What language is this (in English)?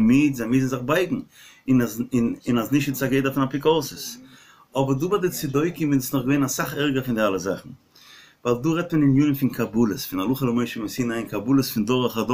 Yiddish